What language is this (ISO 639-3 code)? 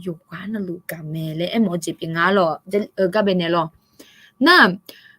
ahk